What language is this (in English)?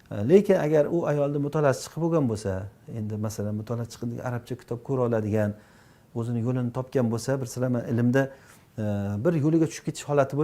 Uzbek